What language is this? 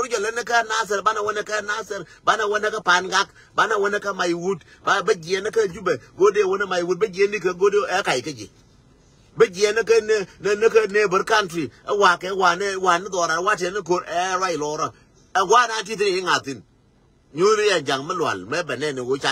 Nuer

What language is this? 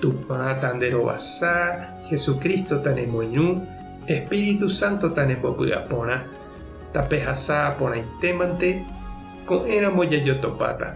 Guarani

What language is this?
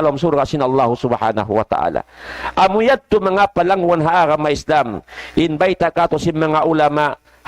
Tausug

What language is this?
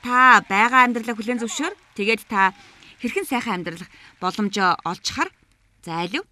Mongolian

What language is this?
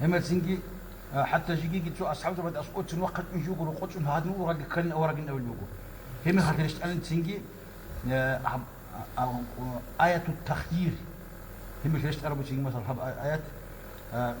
Avaric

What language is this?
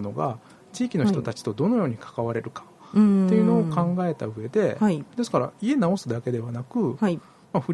Japanese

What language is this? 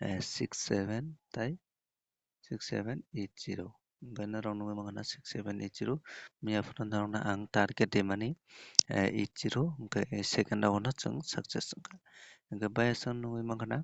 Kok Borok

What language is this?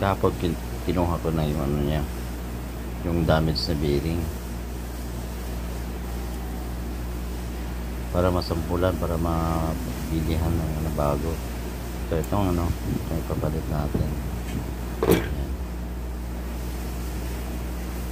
Filipino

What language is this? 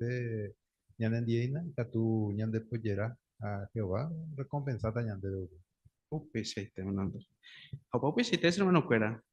Guarani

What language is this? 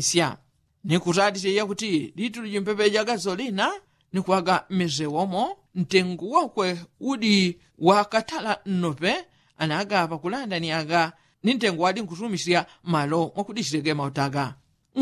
Yao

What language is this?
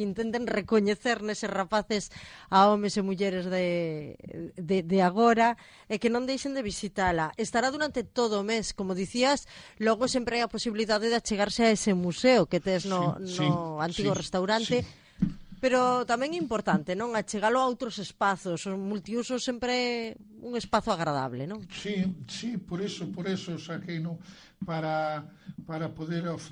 Galician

